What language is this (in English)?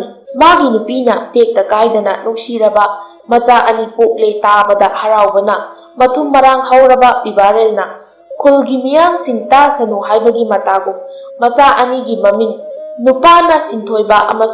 Manipuri